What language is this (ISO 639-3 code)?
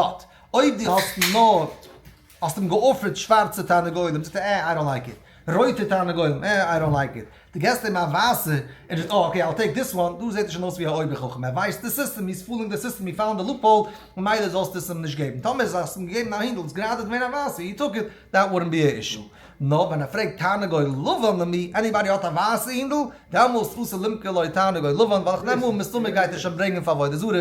yid